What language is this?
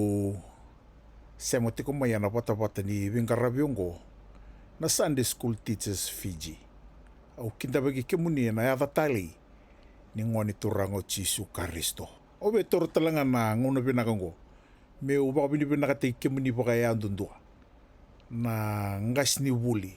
Fijian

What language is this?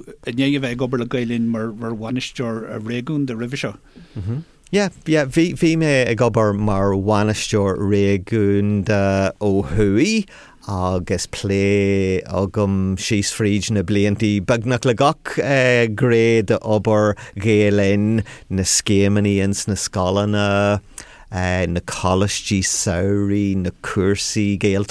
Irish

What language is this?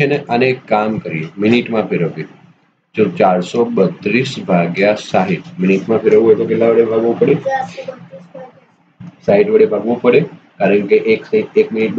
Gujarati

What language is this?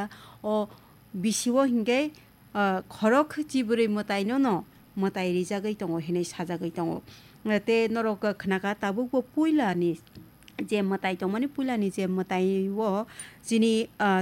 Kok Borok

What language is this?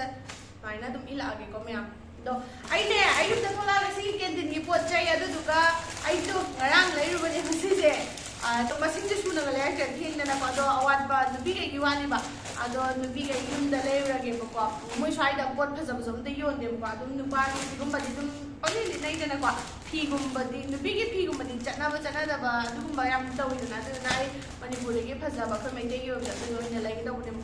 Manipuri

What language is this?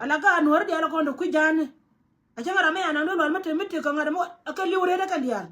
Nuer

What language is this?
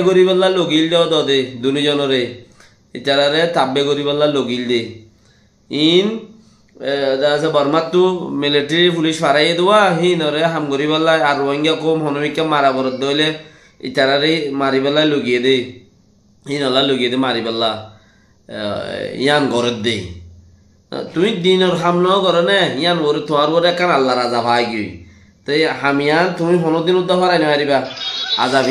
Rohingya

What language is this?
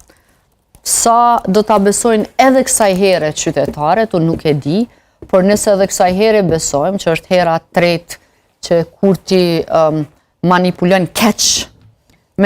Albanian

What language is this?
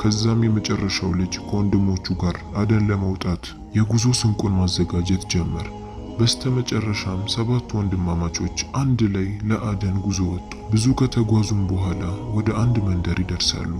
Amharic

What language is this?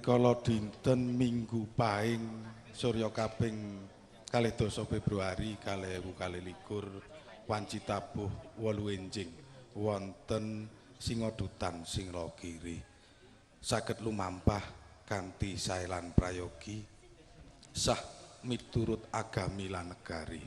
Javanese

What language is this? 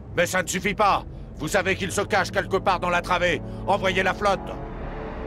French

